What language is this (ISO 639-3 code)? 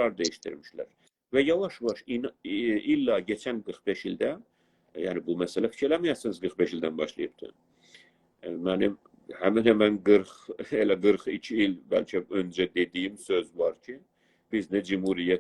azb